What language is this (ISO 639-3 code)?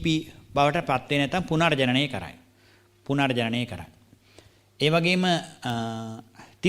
sin